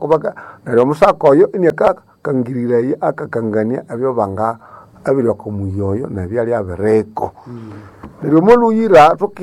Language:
Nande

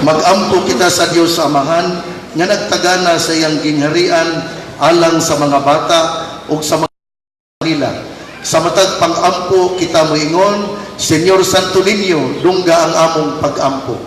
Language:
Cebuano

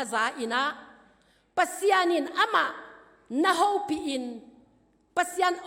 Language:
Tedim Chin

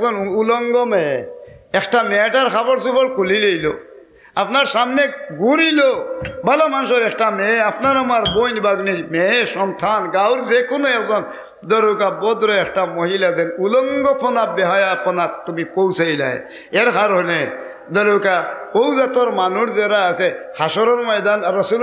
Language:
Sylheti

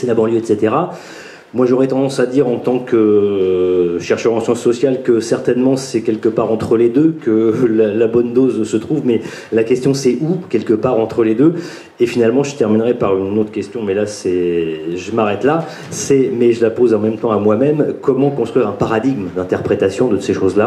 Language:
French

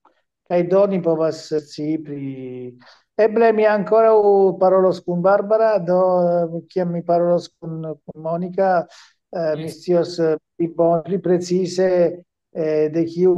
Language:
Esperanto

